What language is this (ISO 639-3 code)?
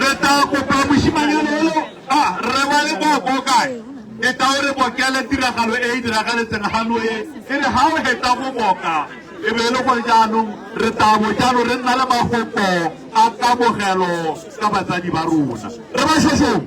tsn